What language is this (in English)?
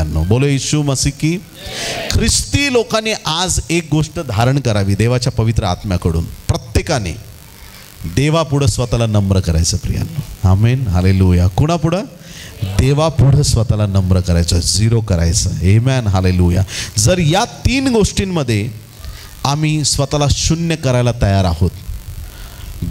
Marathi